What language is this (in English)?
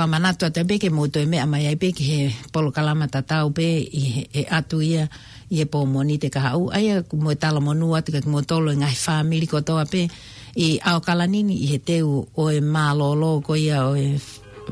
Tongan